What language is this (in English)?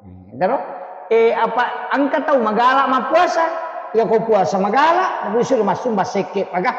Buginese